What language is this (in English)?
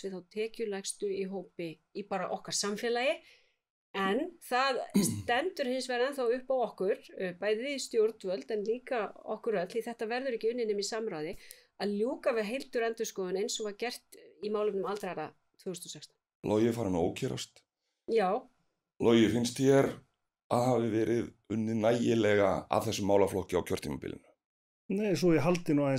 Icelandic